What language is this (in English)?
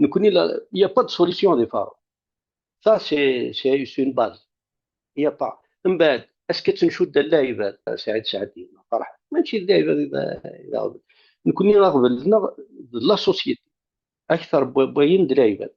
Kabyle